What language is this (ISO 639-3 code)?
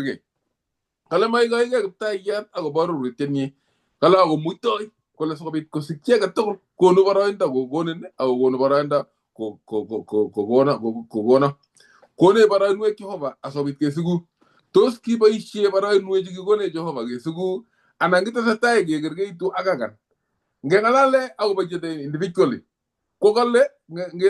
kln